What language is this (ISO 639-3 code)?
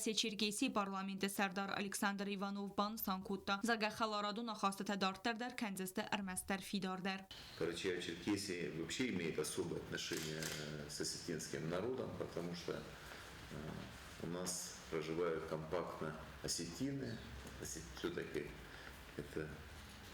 oss